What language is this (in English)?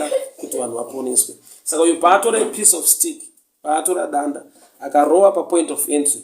Shona